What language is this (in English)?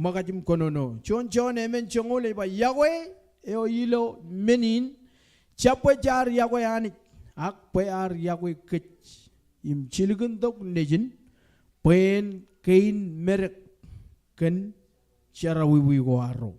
Marshallese